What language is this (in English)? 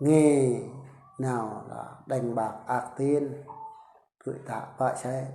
Eastern Bru